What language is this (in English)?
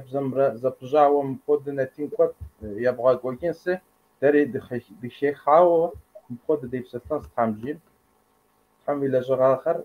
Kabardian